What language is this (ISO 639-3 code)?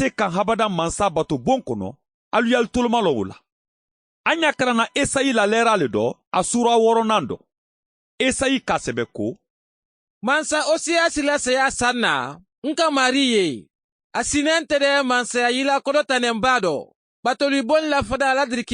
man